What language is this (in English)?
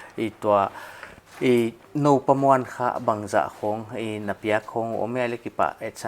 Paite Chin